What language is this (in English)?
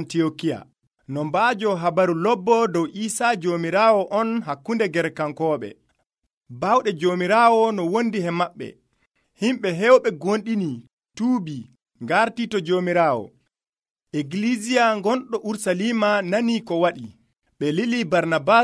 Nigerian Fulfulde